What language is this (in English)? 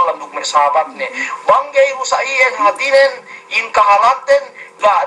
Yakan